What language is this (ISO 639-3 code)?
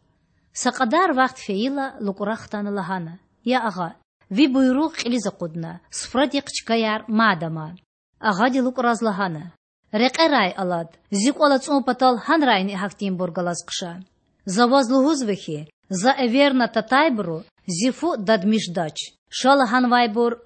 lez